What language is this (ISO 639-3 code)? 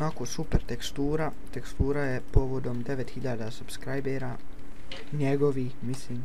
bos